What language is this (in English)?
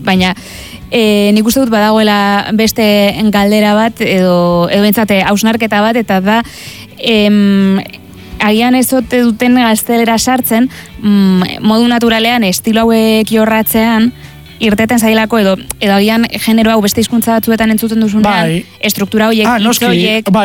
Basque